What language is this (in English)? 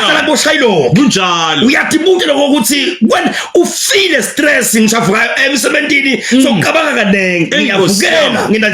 Zulu